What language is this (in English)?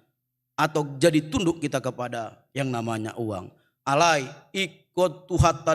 Batak Toba